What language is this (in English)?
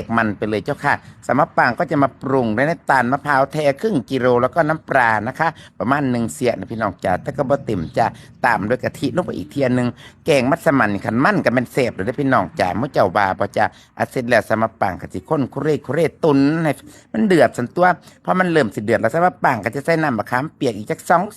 Northeastern Thai